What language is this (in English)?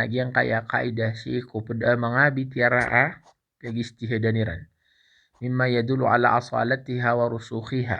Maranao